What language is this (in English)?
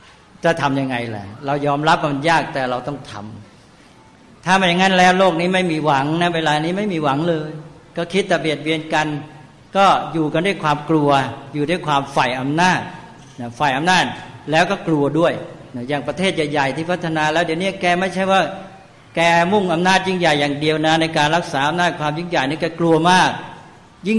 Thai